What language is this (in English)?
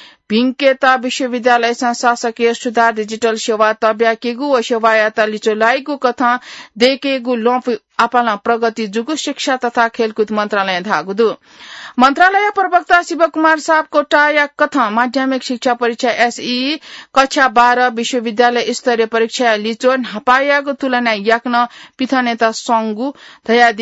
Newari